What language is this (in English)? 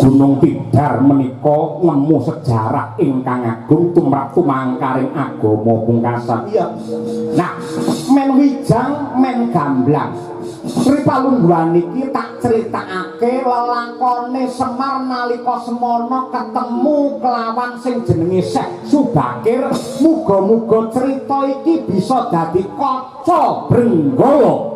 Javanese